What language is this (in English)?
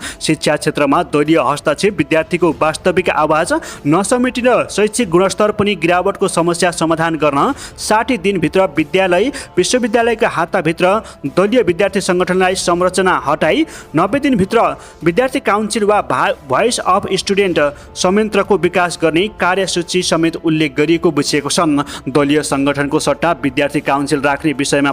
Nepali